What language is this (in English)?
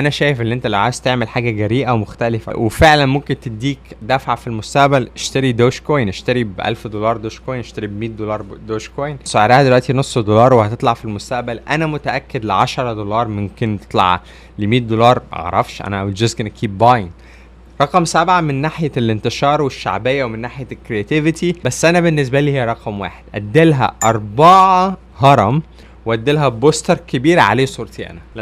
Egyptian Arabic